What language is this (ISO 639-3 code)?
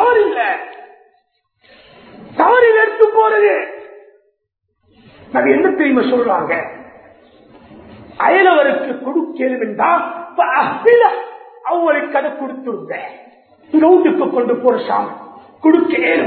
tam